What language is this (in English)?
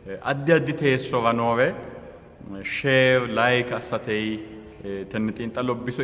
Sidamo